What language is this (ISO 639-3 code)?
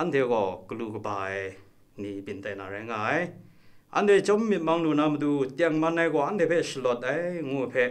kac